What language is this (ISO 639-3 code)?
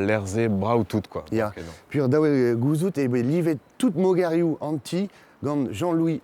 bre